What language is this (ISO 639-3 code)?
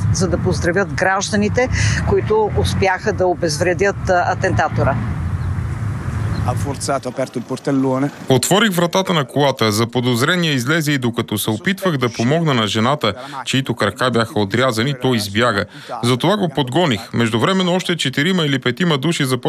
bul